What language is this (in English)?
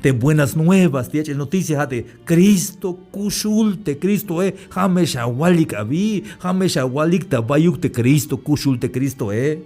Tzeltal